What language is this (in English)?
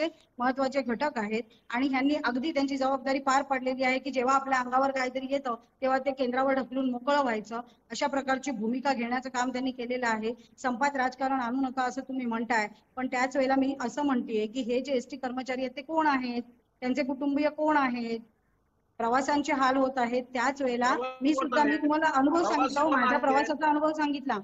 Marathi